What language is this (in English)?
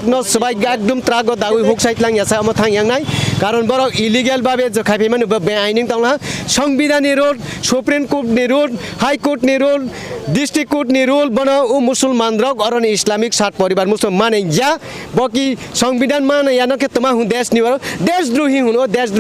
Kok Borok